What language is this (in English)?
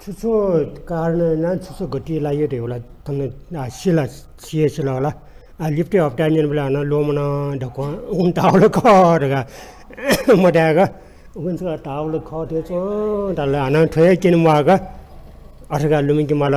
Newari